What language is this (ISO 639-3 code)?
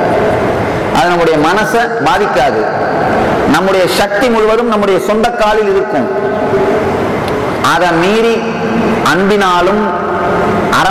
tam